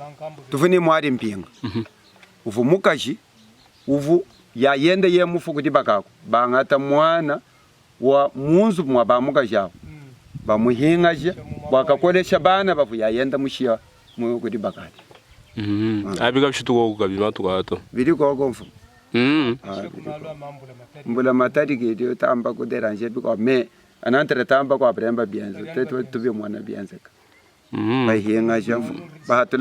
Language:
Luba-Lulua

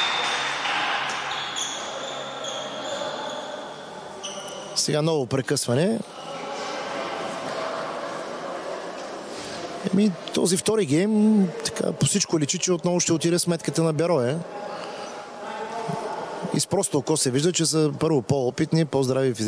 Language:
Bulgarian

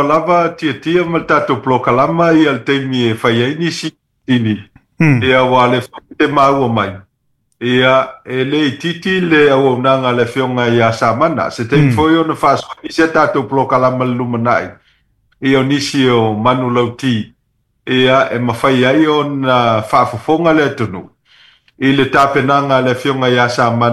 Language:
Samoan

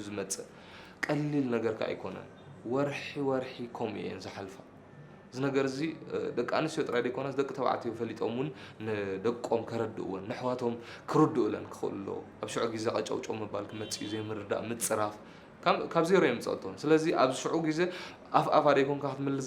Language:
Tigrinya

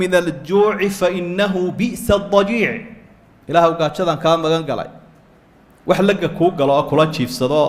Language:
Somali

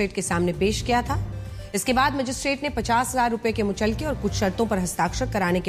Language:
Hindi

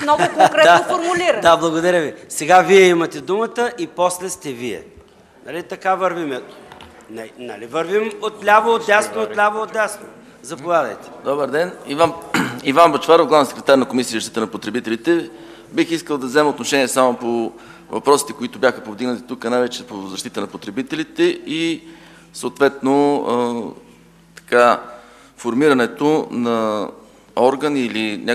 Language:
Bulgarian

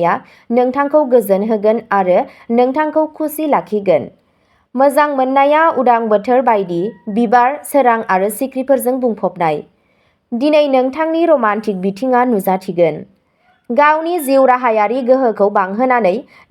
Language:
Bodo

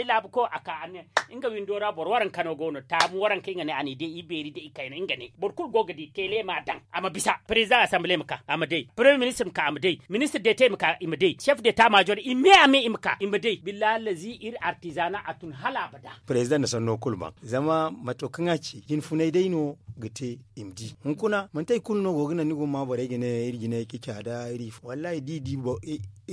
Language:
Zarma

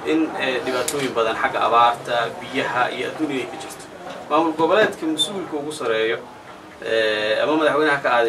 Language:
Somali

